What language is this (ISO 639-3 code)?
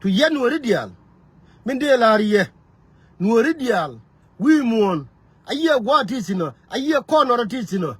nus